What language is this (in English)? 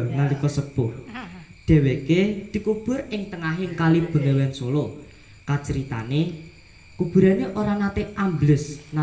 Javanese